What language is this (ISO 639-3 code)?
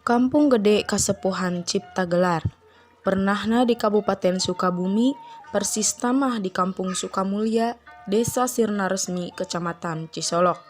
sun